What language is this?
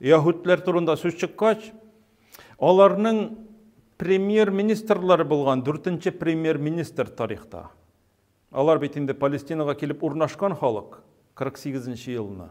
Tatar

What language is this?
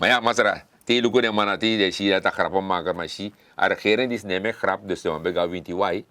Sranan Tongo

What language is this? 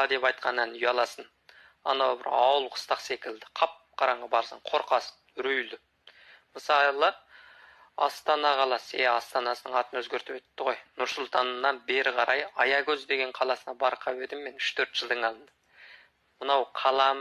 Kazakh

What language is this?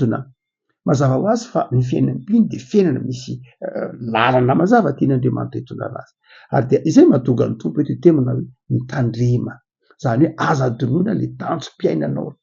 Malagasy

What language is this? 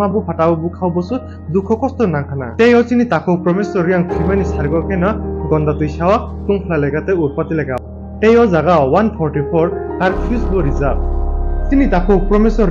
Kok Borok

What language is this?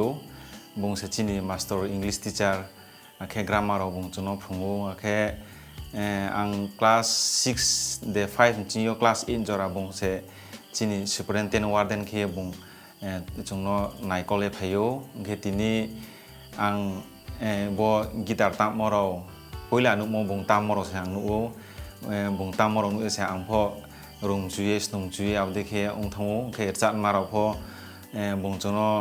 Riang (India)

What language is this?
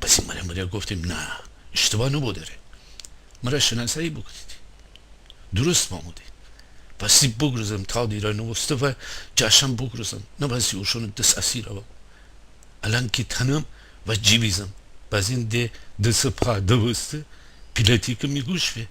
Gilaki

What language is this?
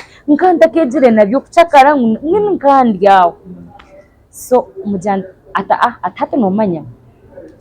Nyankole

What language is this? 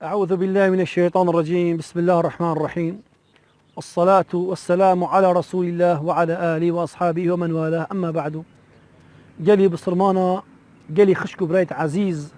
Kurdish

